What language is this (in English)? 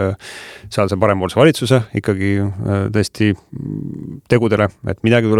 Estonian